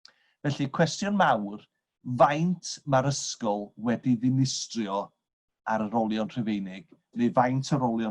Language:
Welsh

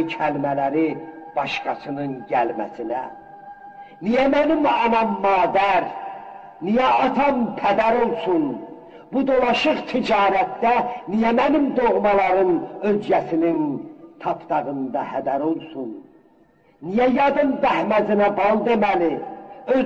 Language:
South Azerbaijani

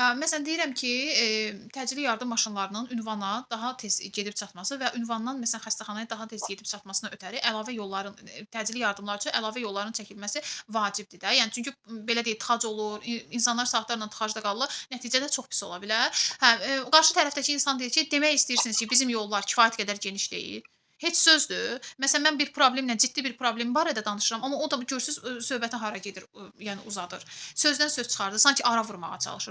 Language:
Azerbaijani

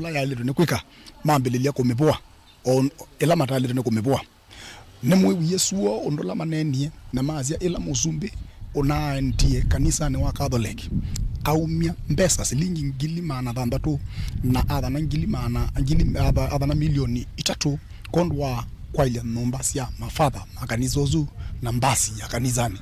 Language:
Kamba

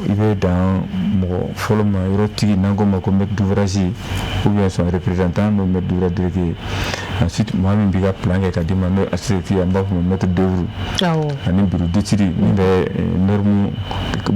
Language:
Bambara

